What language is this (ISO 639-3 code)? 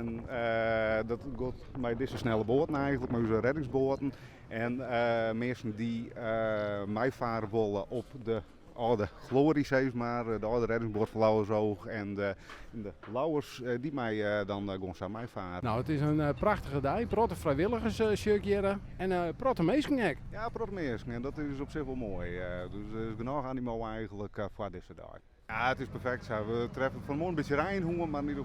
fry